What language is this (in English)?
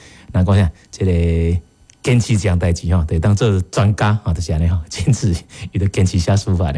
Min Nan Chinese